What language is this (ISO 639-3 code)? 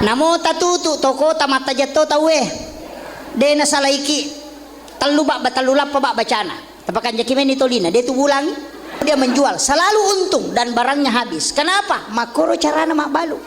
bug